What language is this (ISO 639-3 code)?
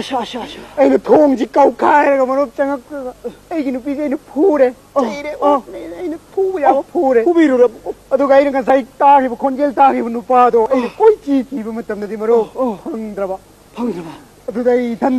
mni